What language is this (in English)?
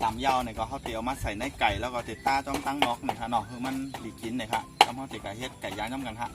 Shan